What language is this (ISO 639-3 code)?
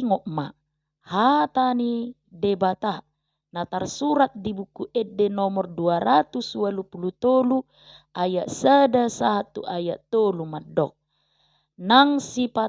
bbc